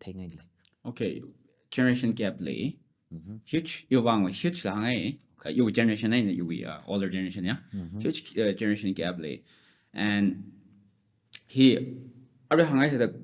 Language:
Tangkhul Naga (India)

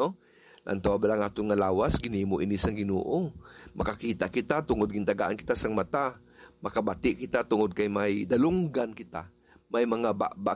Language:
Hiligaynon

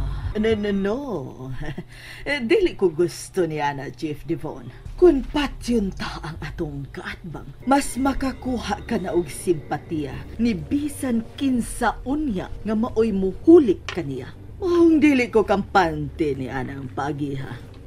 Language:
Cebuano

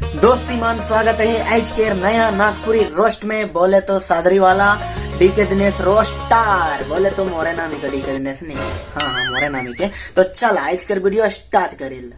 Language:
Sadri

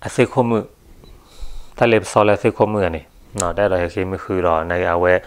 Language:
S'gaw Karen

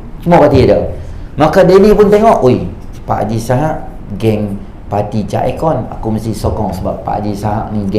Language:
Malay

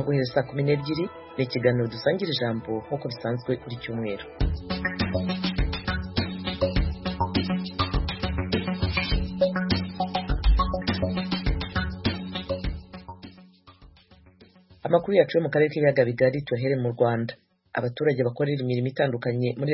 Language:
Kinyarwanda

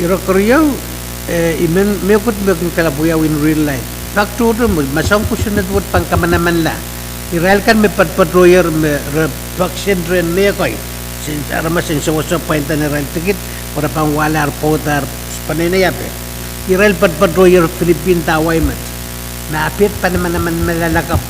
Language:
Pohnpeian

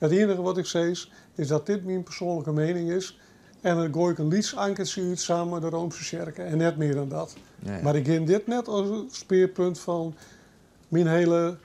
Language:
Western Frisian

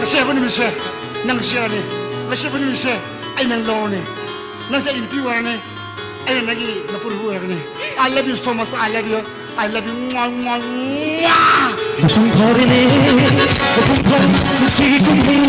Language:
Manipuri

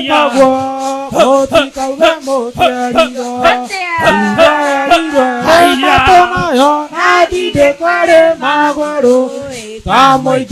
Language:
Kikuyu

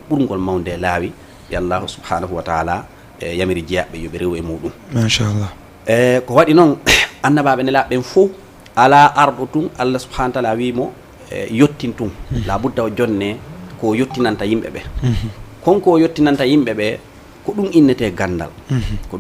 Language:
Fula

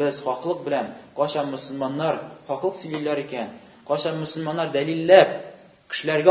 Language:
Tatar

